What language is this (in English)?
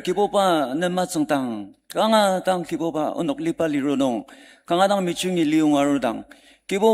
Ao Naga